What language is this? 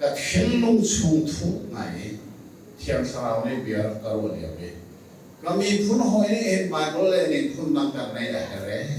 Hakha Chin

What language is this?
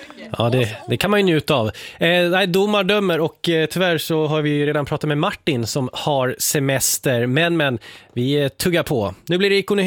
Swedish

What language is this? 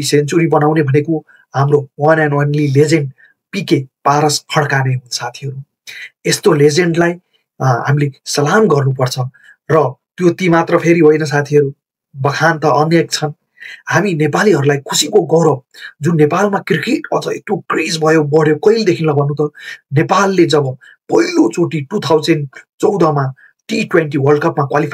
Nepali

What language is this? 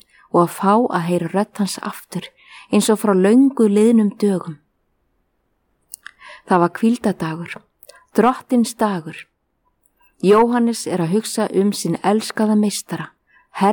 Icelandic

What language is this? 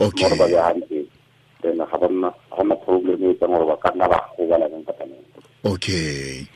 Tswana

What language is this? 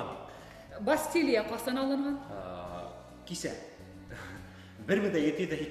Bashkir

